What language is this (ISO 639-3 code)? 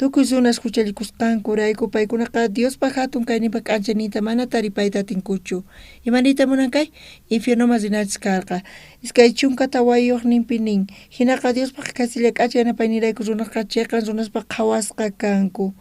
quh